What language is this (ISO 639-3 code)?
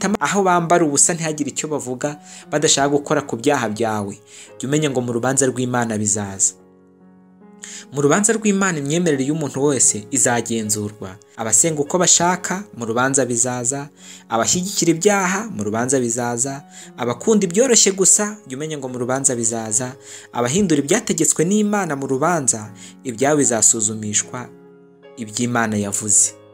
kin